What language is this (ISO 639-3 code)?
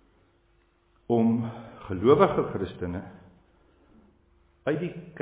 afr